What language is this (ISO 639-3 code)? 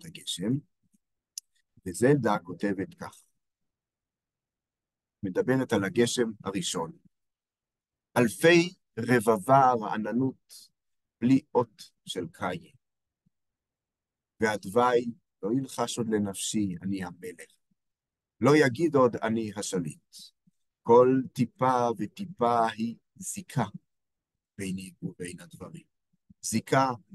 heb